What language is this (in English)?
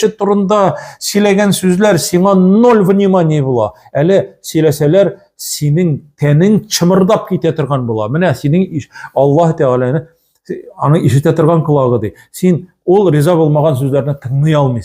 Tatar